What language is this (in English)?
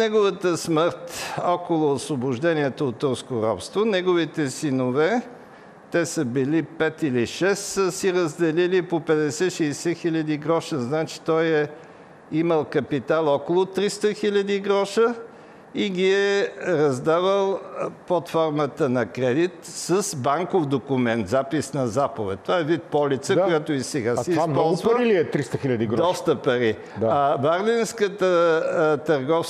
Bulgarian